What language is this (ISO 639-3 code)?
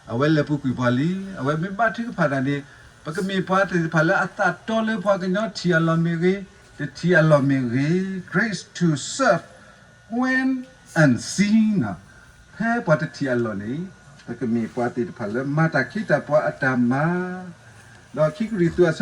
ksw